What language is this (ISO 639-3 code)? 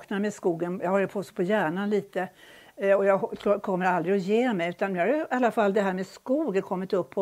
swe